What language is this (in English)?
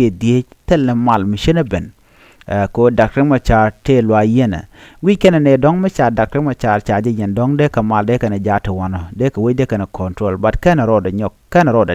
Nuer